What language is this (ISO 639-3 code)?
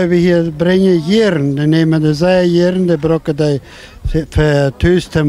pdt